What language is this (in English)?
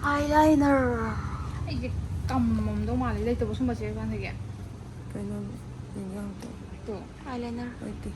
Manipuri